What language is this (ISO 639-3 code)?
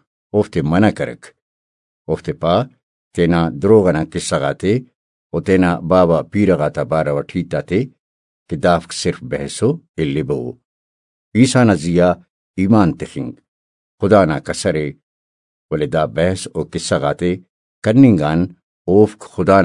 brh